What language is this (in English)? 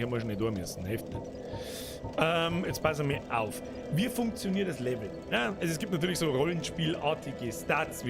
Bavarian